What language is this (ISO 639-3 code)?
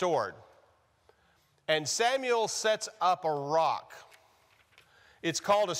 eng